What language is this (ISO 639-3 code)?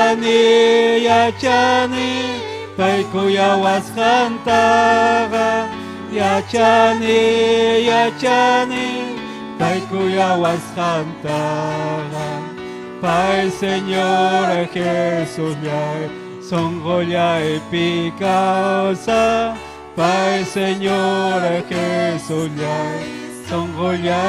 quy